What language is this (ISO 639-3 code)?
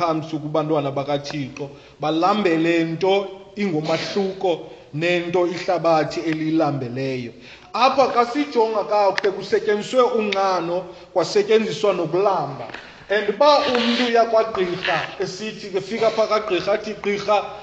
xho